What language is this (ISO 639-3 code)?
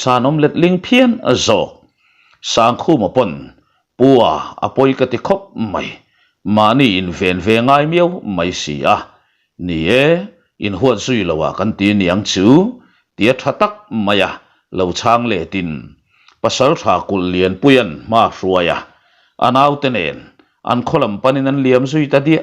lus